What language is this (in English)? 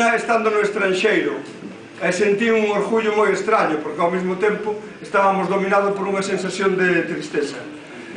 Galician